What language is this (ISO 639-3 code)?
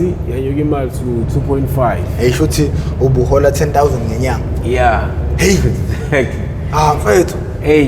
zul